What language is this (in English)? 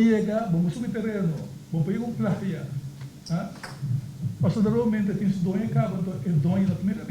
Papiamento